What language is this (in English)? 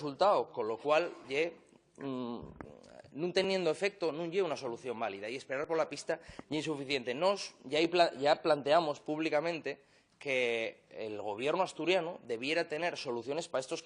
Asturian